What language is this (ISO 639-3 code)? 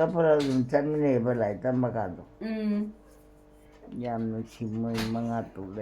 mni